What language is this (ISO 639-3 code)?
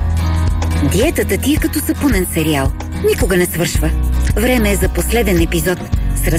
bul